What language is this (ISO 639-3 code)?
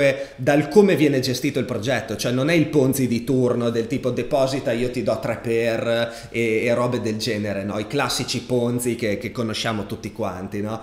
ita